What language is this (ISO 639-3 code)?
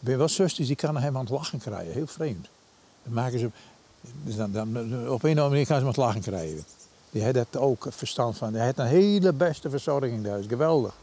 fry